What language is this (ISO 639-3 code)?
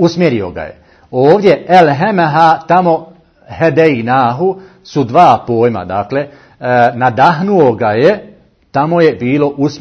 bos